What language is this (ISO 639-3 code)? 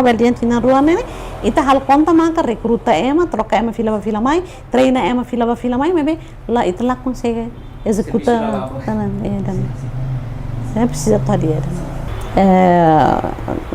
tet